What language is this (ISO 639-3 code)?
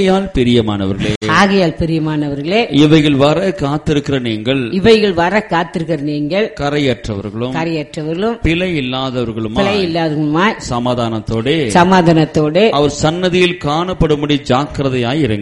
tam